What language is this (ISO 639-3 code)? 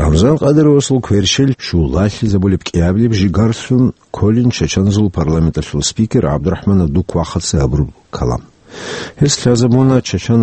ava